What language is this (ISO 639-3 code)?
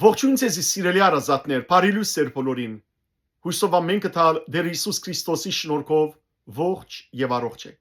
hyw